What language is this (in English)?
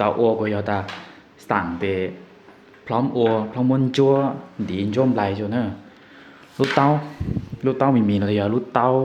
Hmong